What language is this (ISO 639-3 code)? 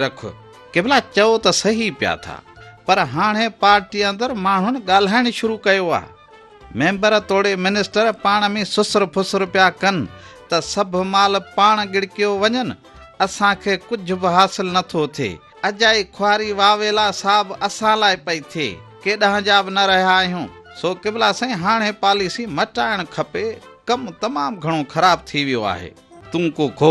snd